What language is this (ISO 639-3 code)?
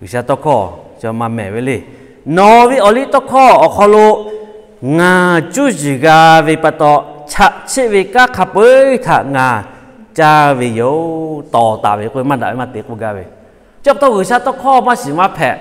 lhu